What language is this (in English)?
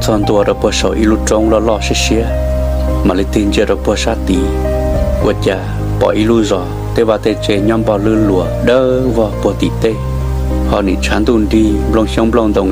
Hmong